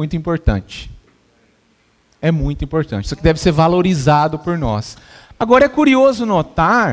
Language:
Portuguese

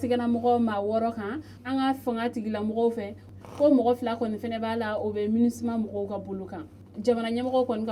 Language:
Bambara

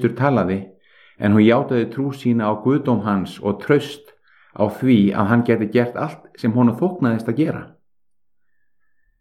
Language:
Icelandic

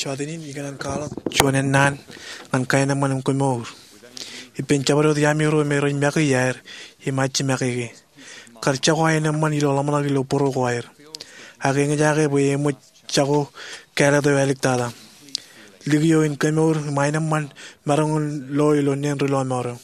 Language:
Marshallese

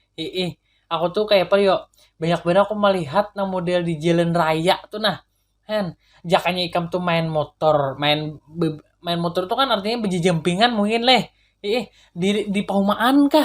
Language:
Banjar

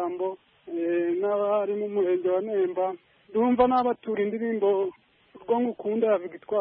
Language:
Kinyarwanda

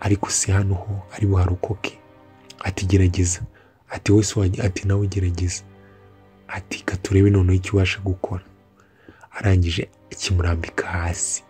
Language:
Kinyarwanda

